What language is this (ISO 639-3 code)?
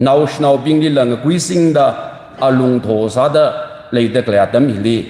nmf